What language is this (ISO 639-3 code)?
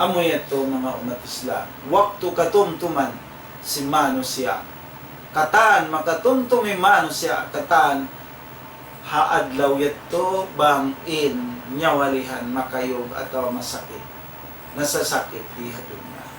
tsg